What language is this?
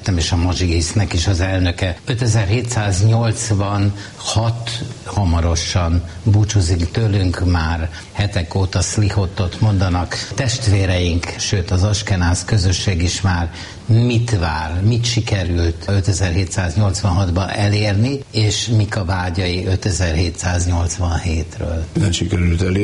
Hungarian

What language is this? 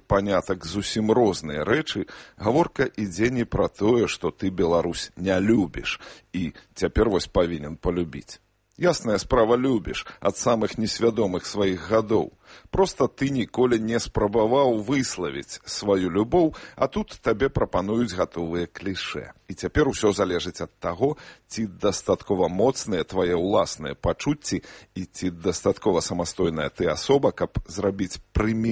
Belarusian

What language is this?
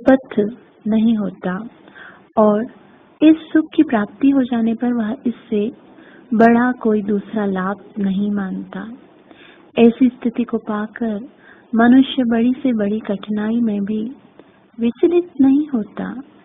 Hindi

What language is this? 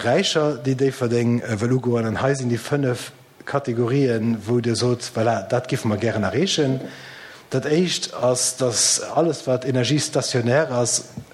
Luxembourgish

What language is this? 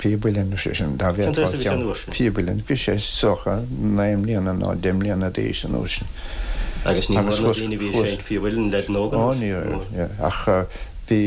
Irish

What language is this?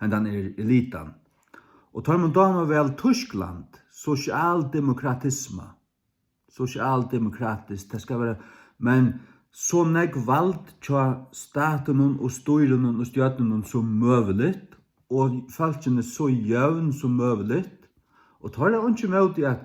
Faroese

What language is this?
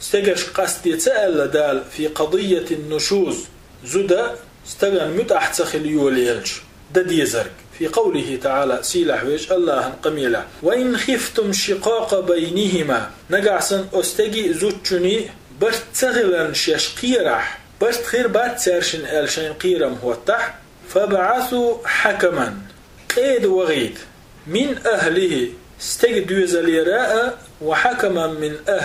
Chechen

